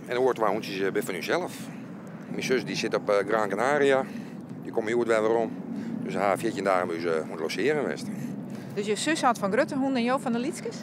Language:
Western Frisian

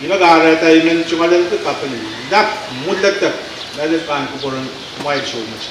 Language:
Pohnpeian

